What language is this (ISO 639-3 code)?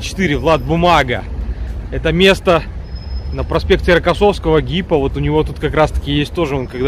rus